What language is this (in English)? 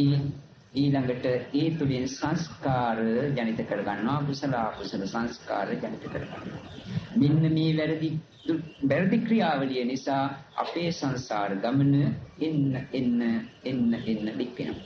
Sinhala